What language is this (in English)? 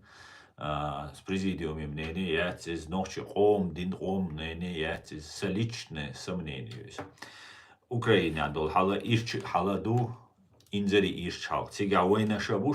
Chechen